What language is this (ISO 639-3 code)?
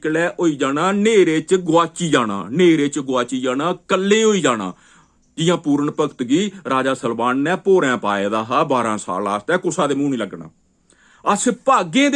doi